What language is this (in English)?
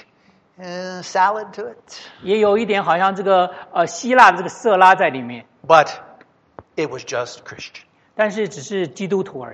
Chinese